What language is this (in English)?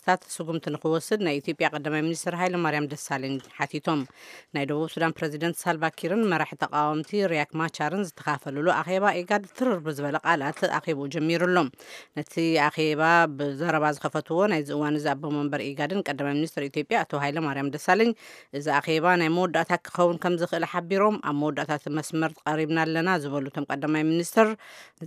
Tigrinya